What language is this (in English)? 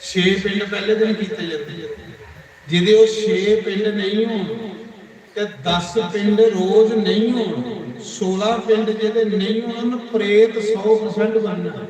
Dogri